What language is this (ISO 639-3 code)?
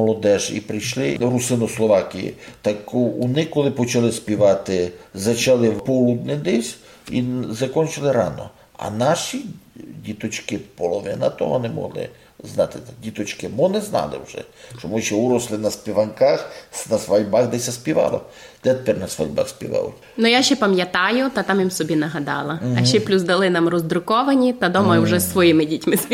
rue